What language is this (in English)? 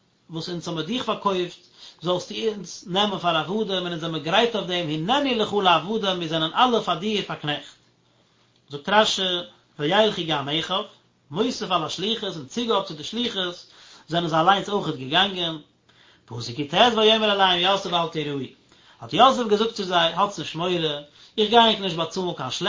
Yiddish